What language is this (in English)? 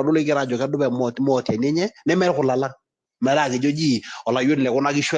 Masai